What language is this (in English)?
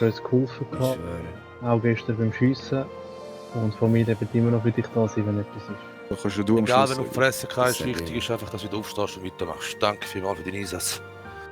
Swiss German